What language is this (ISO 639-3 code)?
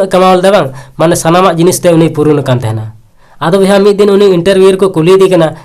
sat